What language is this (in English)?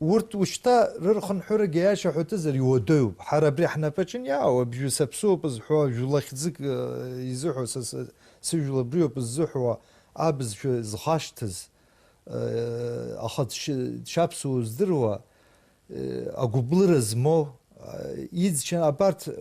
Abkhazian